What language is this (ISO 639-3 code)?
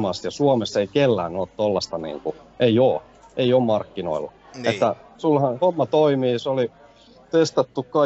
fin